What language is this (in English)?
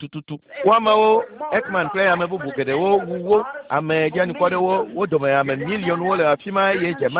Ewe